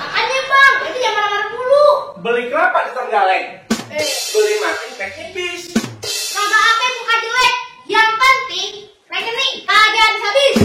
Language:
Betawi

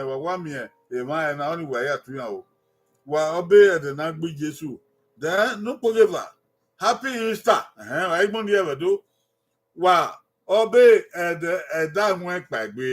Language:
Bini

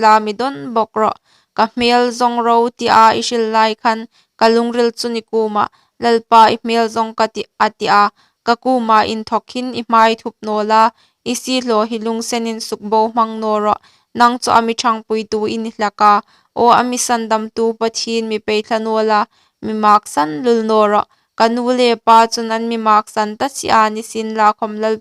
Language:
Hmar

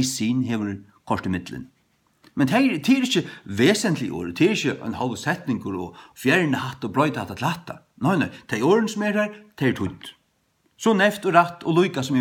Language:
Faroese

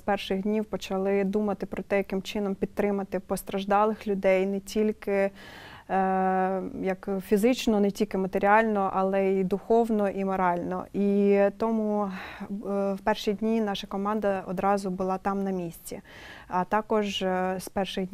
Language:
Ukrainian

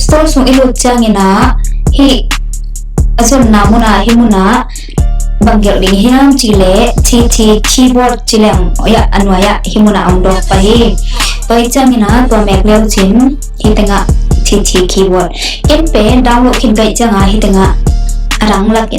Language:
Tedim Chin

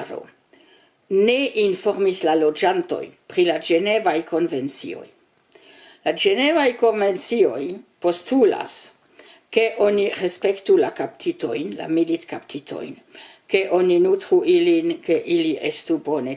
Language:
Esperanto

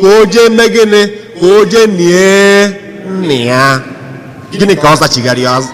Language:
Igbo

